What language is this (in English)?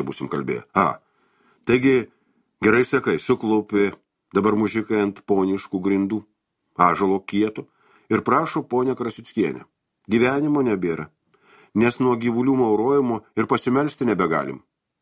Lithuanian